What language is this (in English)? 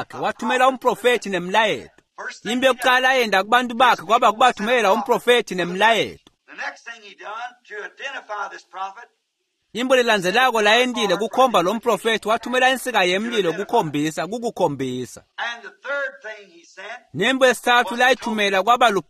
Swati